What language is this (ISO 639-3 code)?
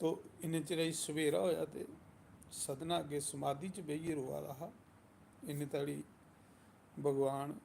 doi